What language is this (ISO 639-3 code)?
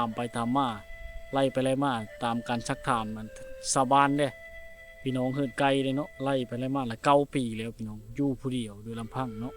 lao